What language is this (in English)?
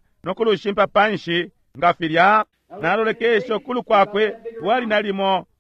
Bemba